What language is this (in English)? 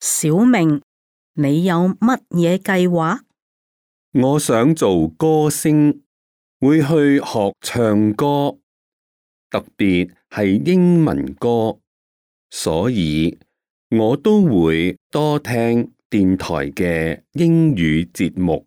Cantonese